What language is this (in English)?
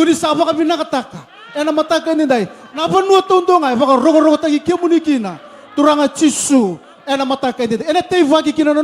Fijian